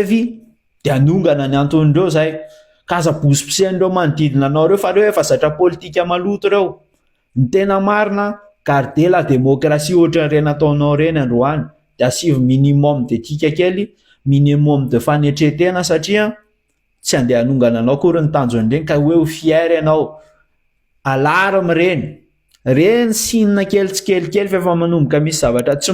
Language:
Malagasy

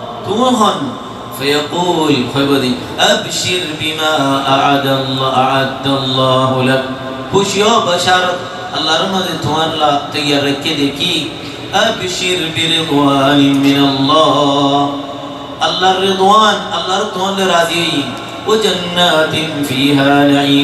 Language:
Rohingya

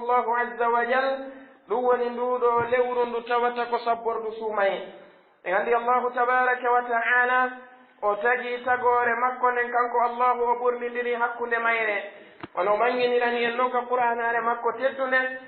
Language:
Pular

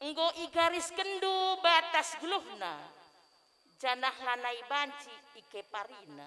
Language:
Batak Karo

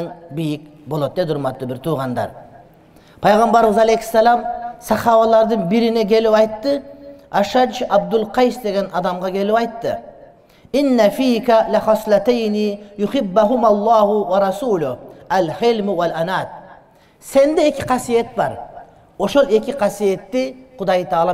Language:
Kyrgyz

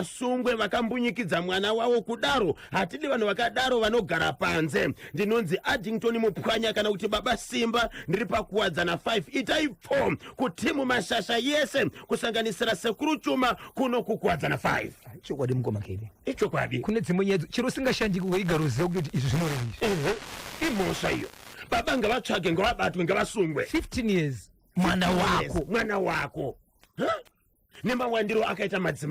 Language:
Shona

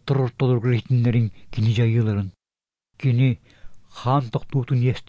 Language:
Yakut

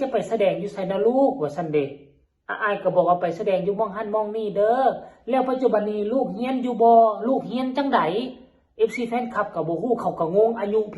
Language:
Northeastern Thai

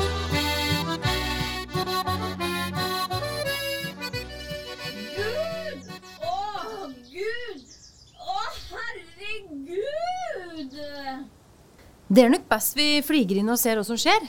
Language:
Norwegian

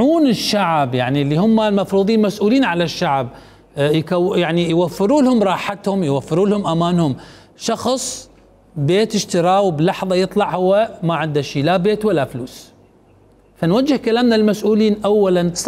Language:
Mesopotamian Arabic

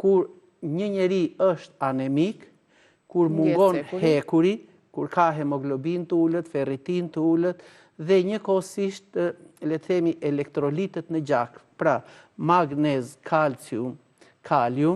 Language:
Albanian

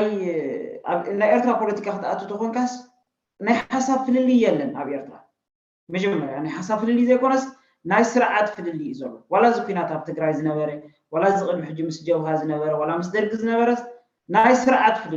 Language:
Tigrinya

